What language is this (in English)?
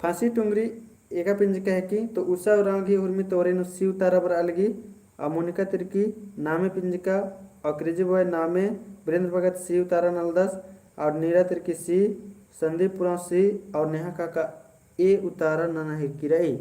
Kurukh